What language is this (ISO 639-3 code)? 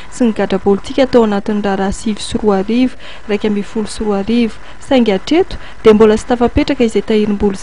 mlg